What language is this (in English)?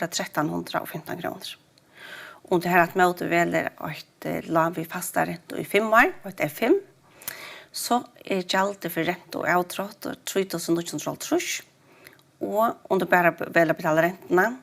Faroese